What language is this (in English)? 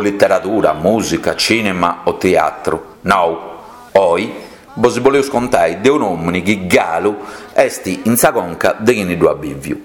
Sardinian